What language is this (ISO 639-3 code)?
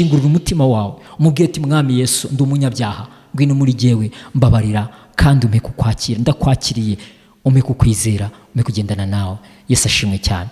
kin